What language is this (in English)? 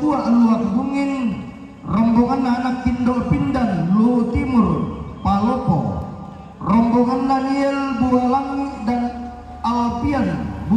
Toraja-Sa'dan